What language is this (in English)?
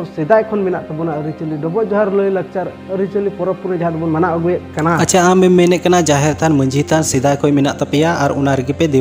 Santali